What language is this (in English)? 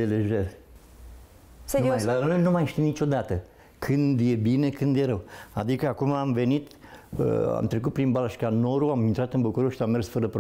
Romanian